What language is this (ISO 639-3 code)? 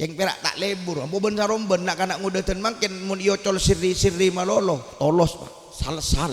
mad